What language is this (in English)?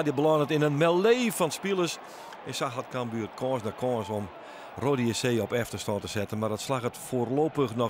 Western Frisian